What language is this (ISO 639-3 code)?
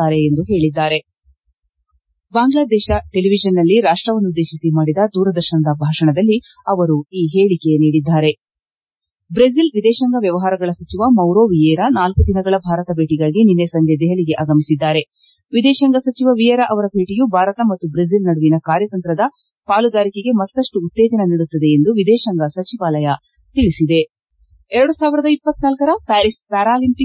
kan